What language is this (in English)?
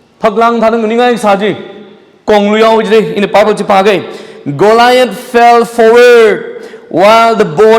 Tangkhul Naga (India)